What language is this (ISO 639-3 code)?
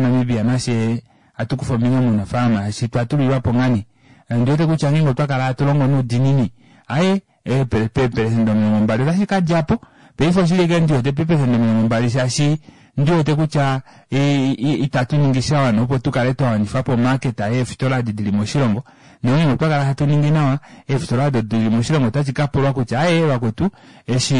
kua